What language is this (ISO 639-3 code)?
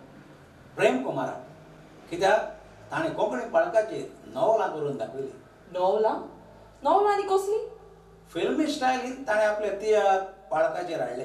kok